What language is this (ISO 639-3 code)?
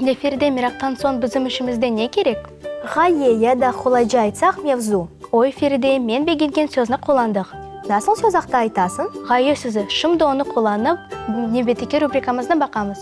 crh